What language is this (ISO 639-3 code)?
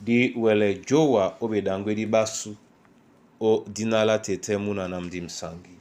dua